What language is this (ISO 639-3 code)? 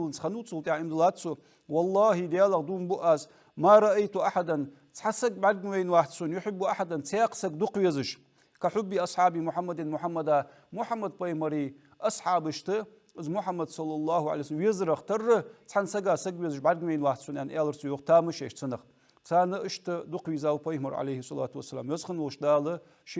inh